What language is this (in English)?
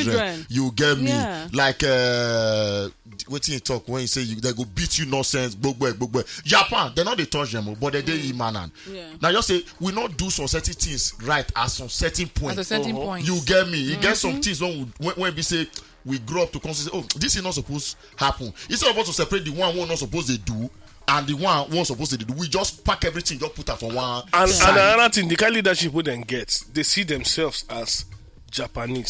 Nigerian Pidgin